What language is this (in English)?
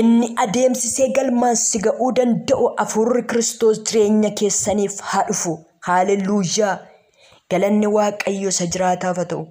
Oromo